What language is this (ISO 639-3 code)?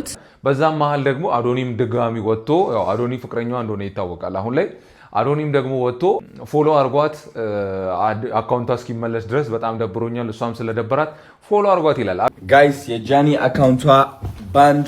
amh